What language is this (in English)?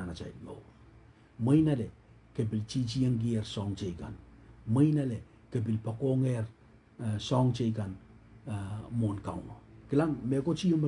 Pohnpeian